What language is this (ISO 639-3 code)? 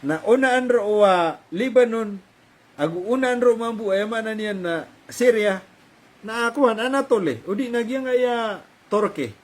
mrw